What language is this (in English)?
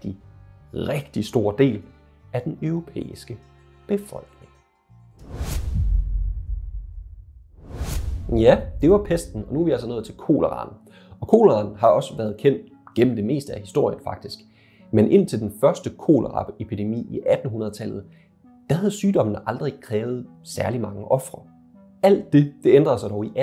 Danish